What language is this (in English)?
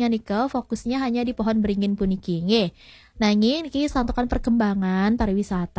Balinese